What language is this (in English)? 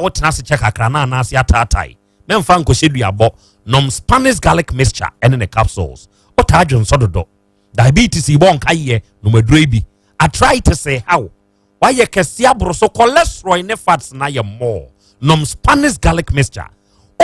Akan